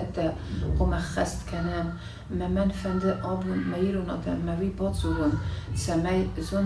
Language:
Ossetic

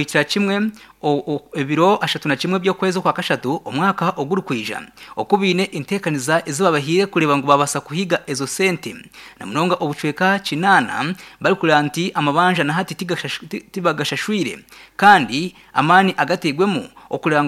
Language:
Nyankole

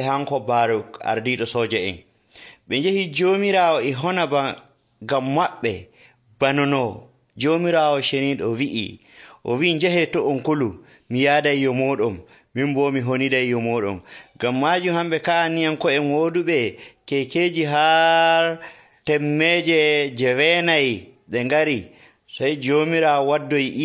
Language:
Nigerian Fulfulde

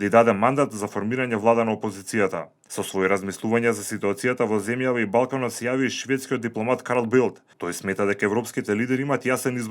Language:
Macedonian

